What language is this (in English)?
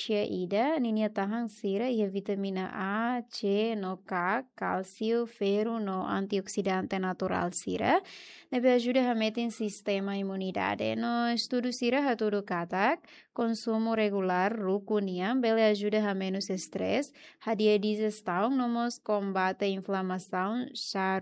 Tetum